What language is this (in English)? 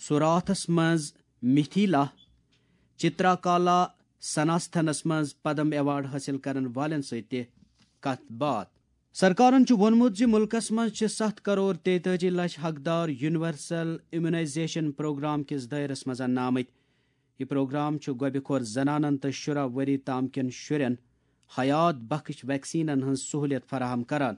Kashmiri